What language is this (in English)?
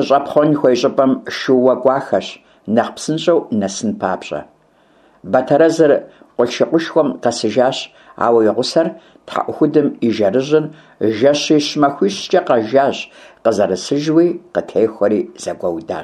Kabardian